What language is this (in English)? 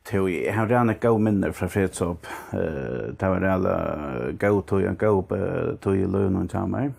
Faroese